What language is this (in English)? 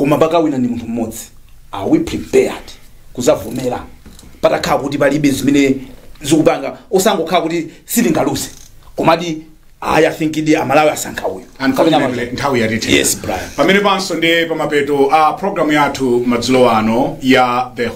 Nyanja